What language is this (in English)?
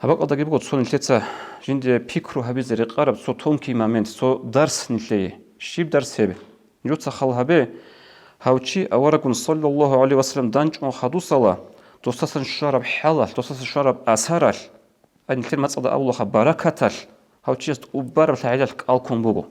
Avaric